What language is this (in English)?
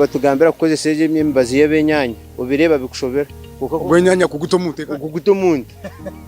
Nyankole